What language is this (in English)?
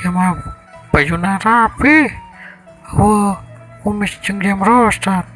Sundanese